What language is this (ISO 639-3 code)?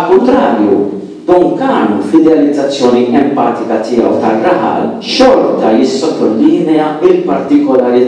mlt